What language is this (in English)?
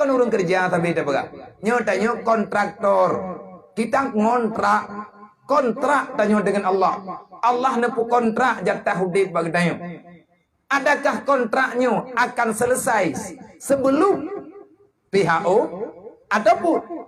Achinese